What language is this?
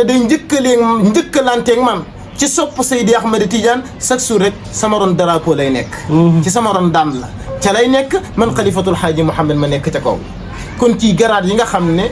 Wolof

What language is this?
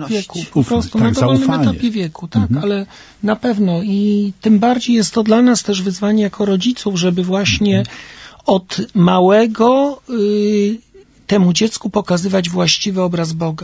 Polish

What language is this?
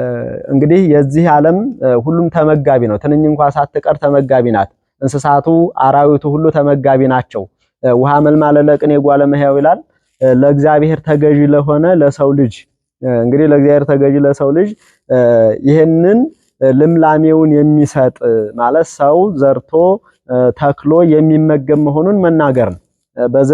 Amharic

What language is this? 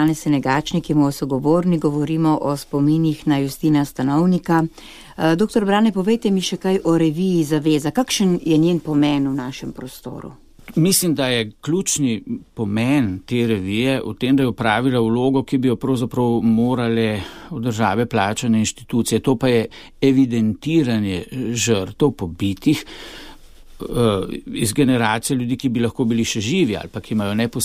Slovenian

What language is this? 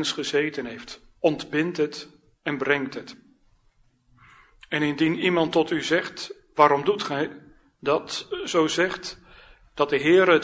Dutch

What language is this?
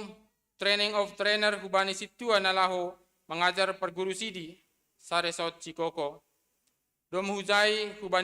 Batak Simalungun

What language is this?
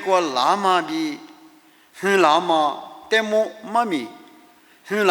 Lisu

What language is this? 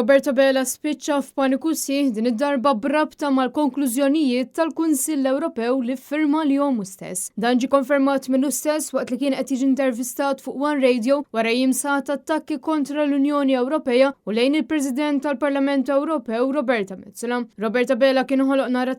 Maltese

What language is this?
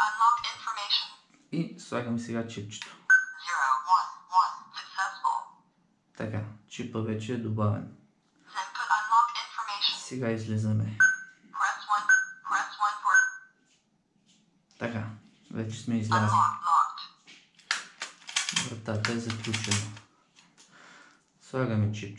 Bulgarian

